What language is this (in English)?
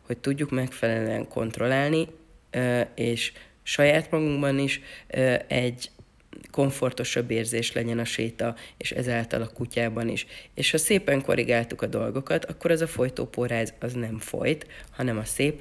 Hungarian